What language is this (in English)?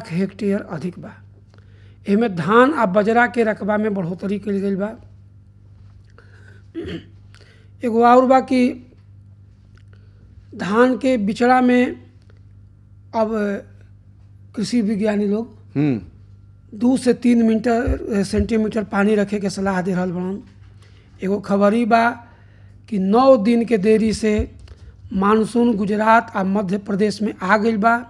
Bhojpuri